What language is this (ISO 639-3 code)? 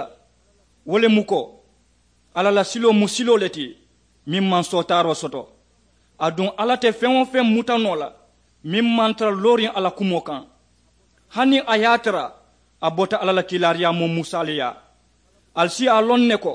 man